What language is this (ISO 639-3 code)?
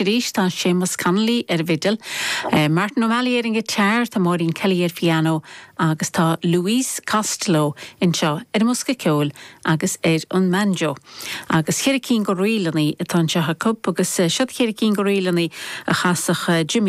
gle